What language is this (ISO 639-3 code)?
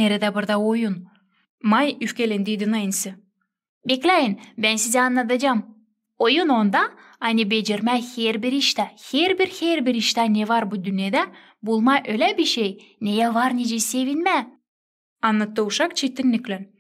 gag